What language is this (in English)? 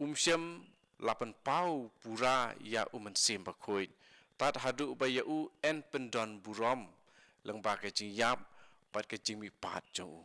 Khasi